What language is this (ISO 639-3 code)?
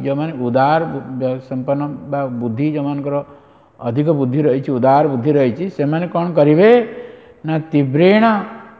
ori